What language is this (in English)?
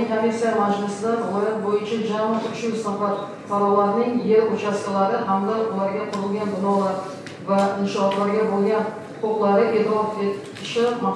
Uzbek